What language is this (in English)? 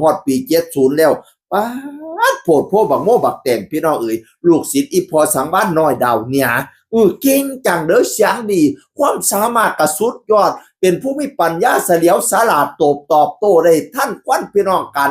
Northeastern Thai